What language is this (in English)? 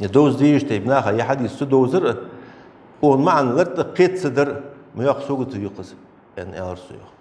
Ingush